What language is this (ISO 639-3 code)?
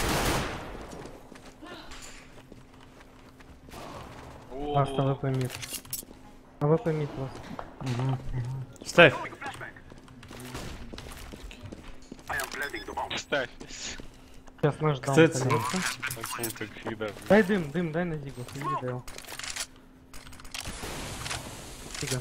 rus